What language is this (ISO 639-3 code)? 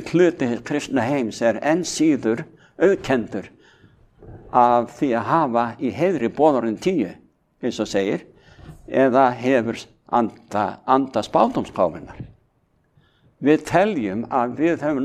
isl